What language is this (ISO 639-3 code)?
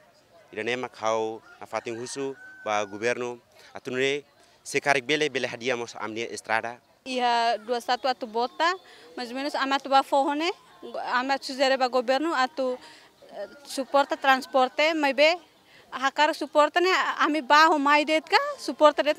tet